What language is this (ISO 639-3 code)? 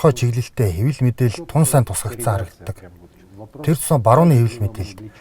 mon